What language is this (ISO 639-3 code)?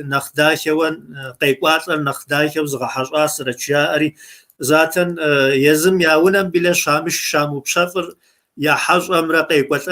kbd